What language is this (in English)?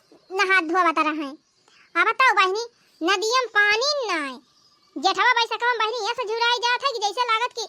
Awadhi